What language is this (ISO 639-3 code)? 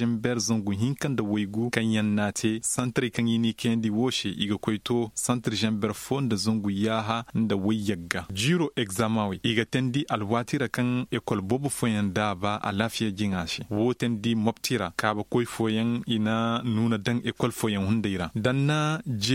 ses